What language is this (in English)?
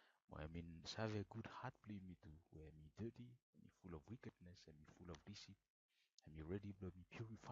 Bislama